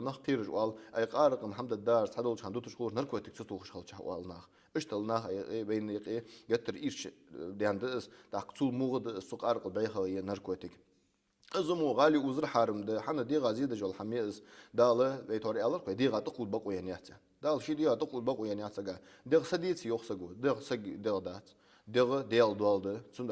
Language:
Ingush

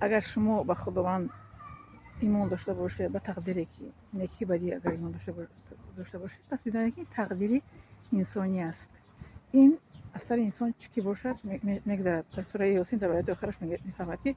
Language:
Tajik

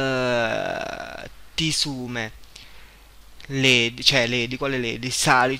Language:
Italian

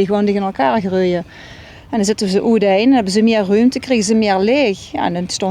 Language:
Limburgish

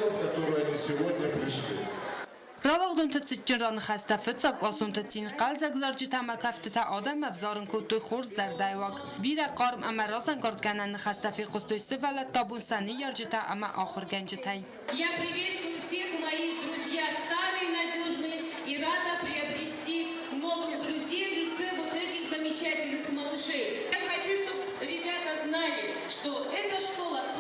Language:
Ossetic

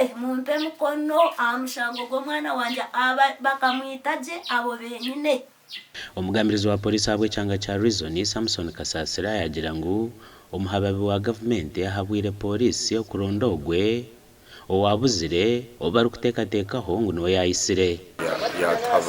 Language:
Nyankole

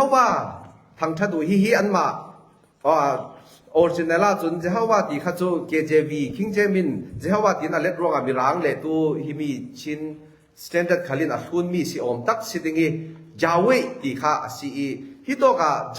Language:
Falam Chin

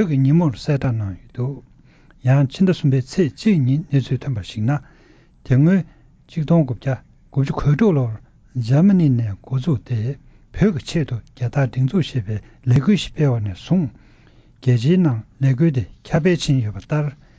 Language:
Tibetan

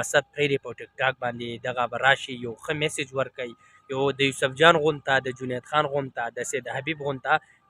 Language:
Pashto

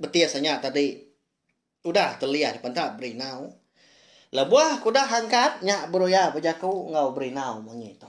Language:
Iban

